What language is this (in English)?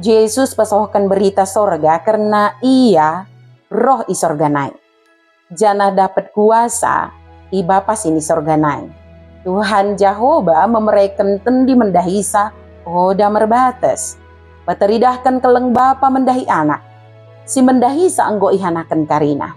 Batak Dairi